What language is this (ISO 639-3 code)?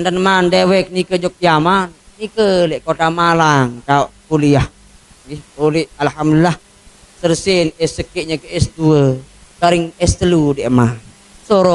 sas